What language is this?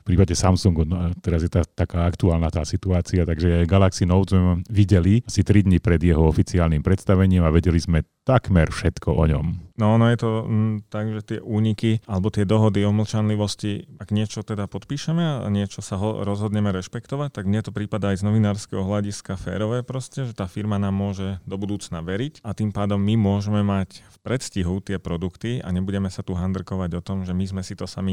Slovak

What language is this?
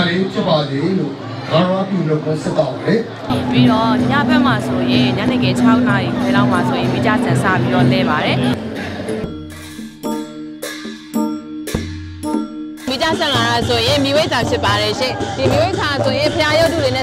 Burmese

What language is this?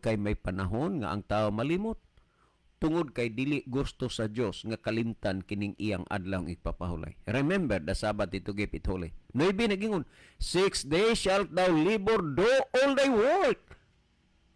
Cebuano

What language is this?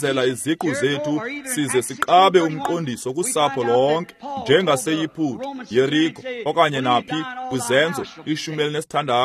Xhosa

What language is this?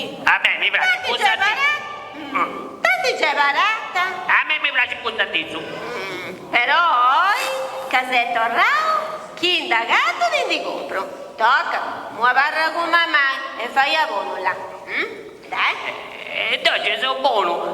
Sardinian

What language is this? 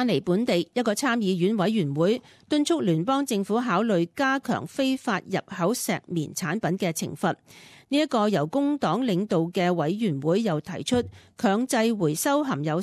Cantonese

